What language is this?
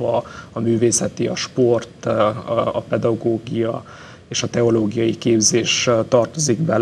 Hungarian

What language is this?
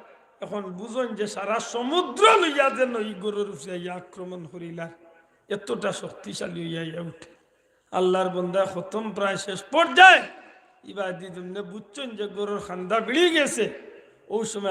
Sylheti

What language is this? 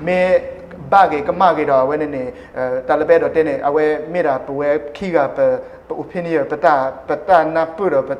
S'gaw Karen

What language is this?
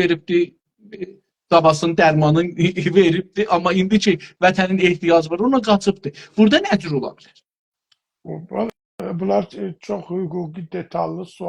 South Azerbaijani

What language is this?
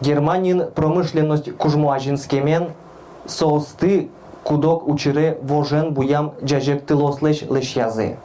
Udmurt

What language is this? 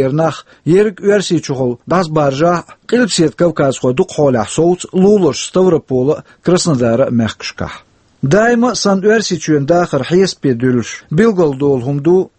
Chechen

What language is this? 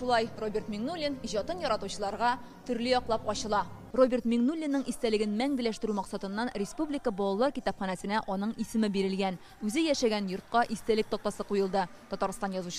Tatar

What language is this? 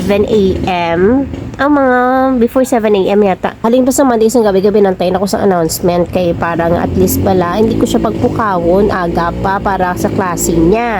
Hiligaynon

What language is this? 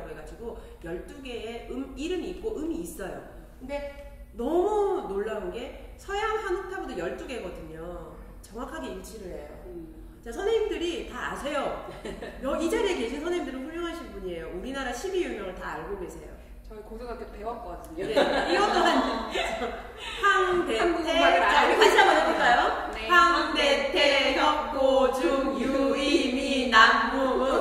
Korean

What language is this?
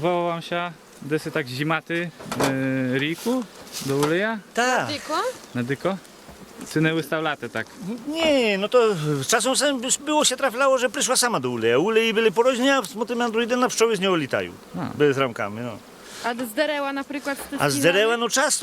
Rusyn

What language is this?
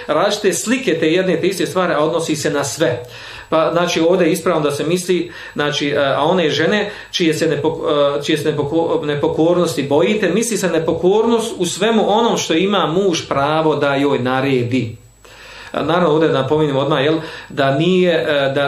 Bosnian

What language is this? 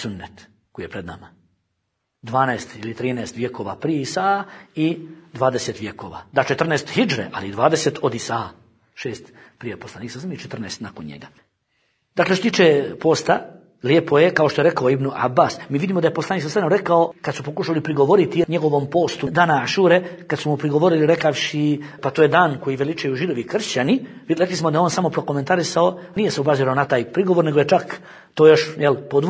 Bosnian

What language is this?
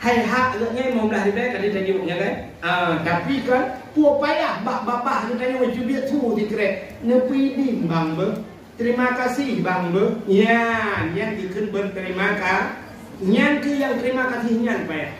Achinese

